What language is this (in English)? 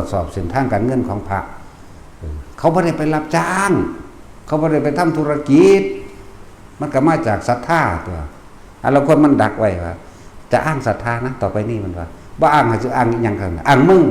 Northeastern Thai